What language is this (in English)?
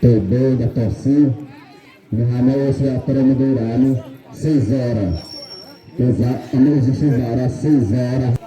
Xavánte